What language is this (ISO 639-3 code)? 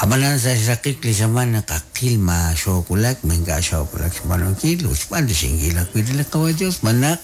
kek